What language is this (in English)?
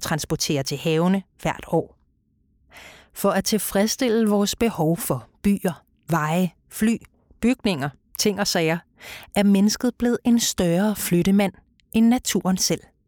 Danish